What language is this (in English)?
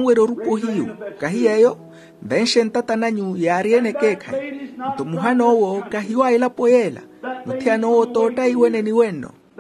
Makhuwa